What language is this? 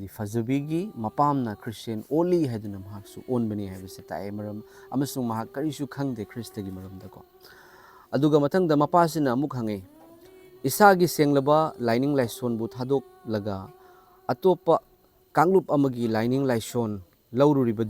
Manipuri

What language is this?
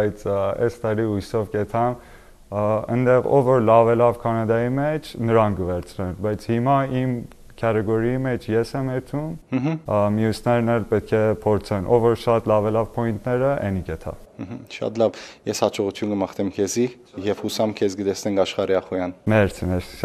Armenian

